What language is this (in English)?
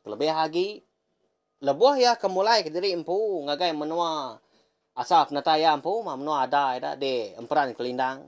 Iban